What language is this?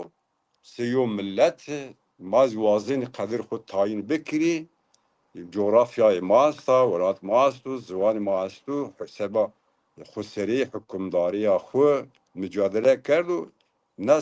Zaza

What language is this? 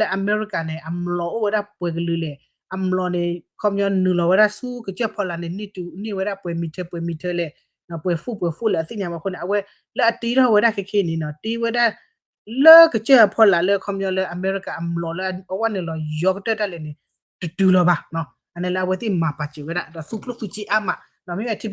S'gaw Karen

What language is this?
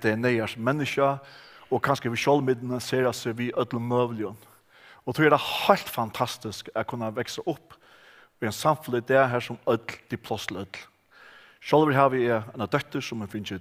Faroese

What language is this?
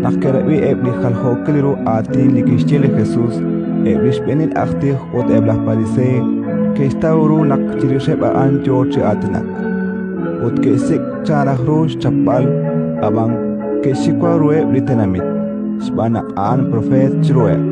Kekchí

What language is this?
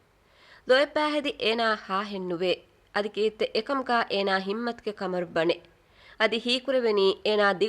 Divehi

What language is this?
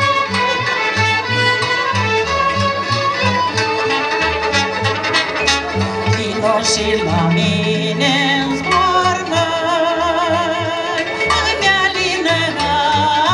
Romanian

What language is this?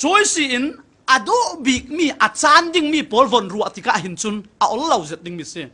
Falam Chin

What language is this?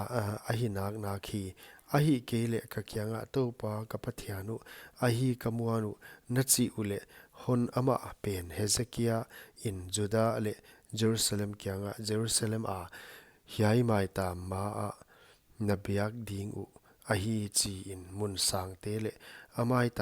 Paite Chin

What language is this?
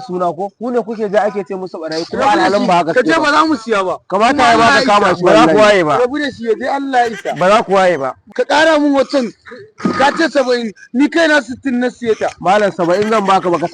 Hausa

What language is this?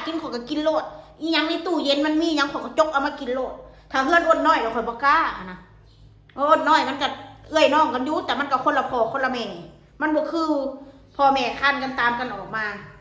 Northeastern Thai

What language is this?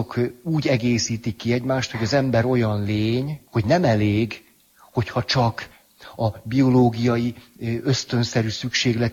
Hungarian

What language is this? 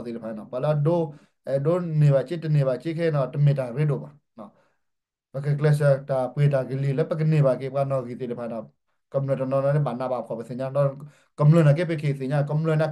S'gaw Karen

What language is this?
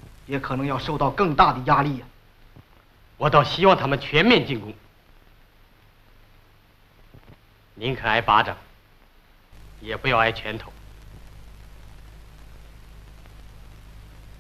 Chinese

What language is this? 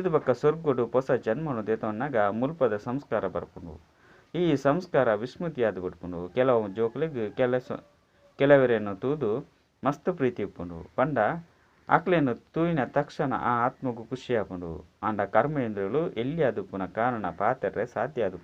Tulu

